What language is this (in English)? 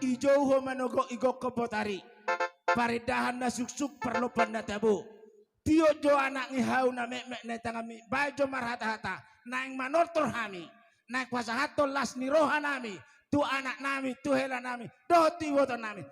Batak Toba